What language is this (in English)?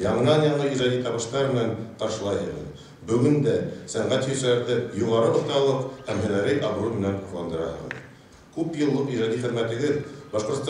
Bashkir